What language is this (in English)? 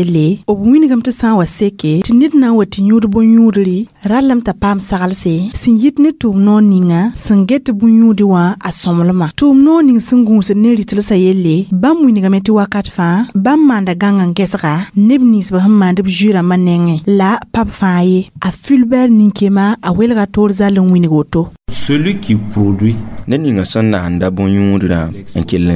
Mossi